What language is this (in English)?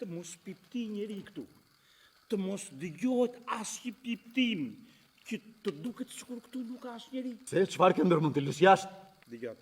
Albanian